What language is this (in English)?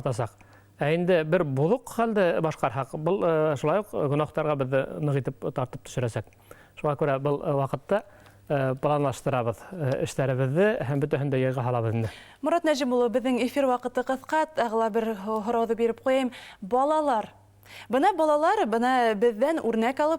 Bashkir